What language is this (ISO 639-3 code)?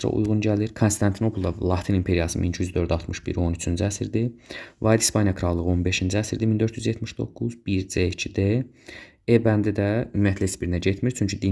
aze